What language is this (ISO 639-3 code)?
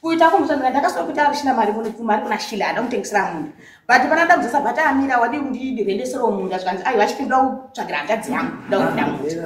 sna